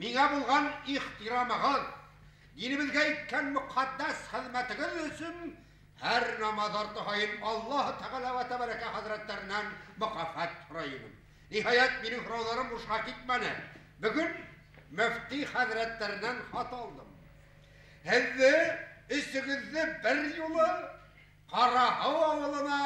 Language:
Bashkir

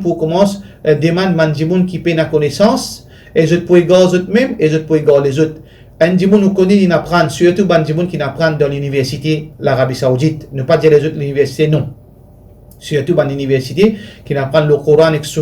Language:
Morisyen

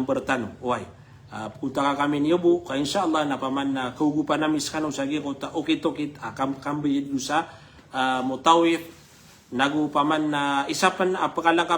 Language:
Maranao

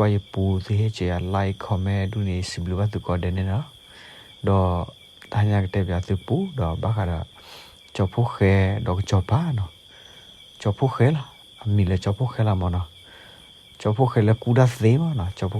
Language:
S'gaw Karen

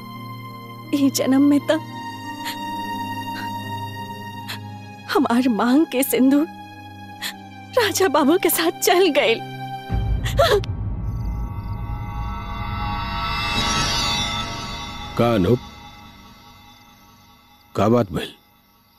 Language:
Bhojpuri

